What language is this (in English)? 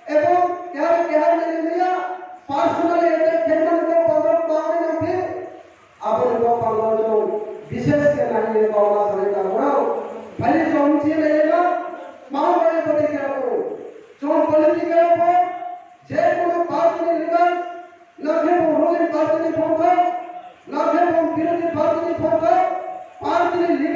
Riang (India)